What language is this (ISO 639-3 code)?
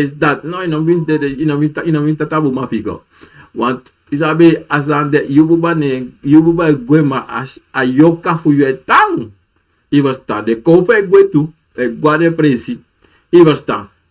srn